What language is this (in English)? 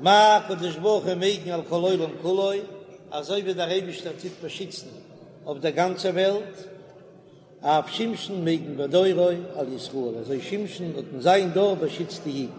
Yiddish